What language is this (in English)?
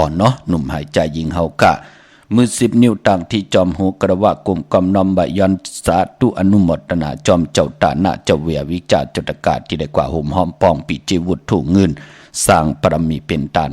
Shan